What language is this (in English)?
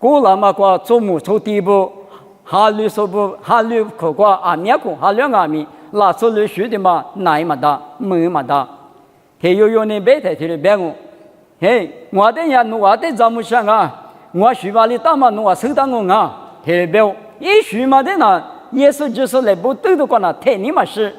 Lisu